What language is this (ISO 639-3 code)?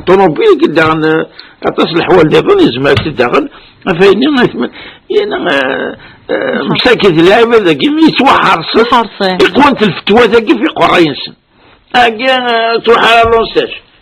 kab